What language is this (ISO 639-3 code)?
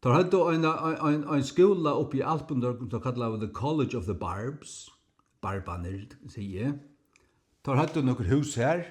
fao